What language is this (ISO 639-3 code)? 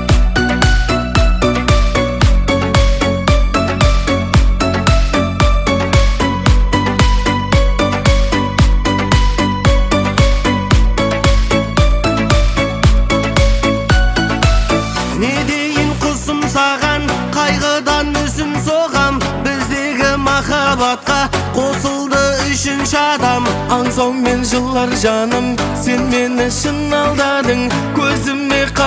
kaz